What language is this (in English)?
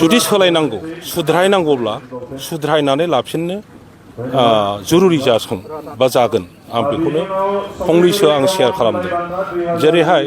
Bodo